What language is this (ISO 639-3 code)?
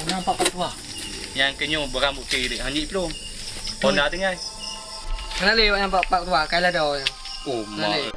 ace